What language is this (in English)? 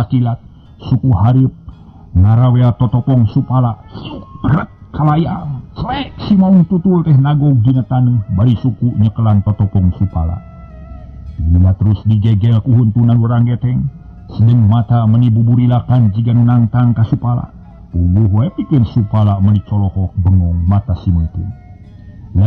Sundanese